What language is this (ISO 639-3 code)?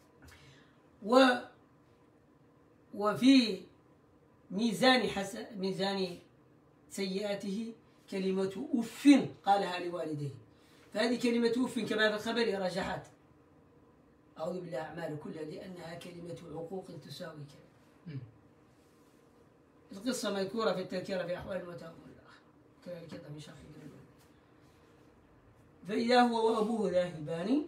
ara